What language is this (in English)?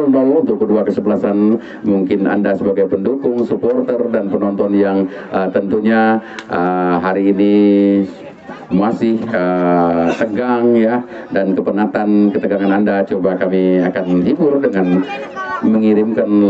Indonesian